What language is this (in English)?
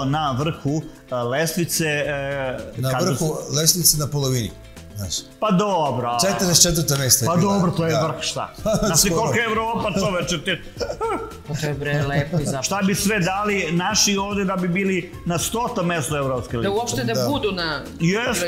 Serbian